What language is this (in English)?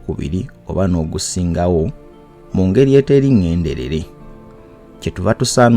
Ganda